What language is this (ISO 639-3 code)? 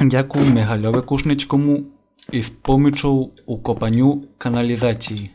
rue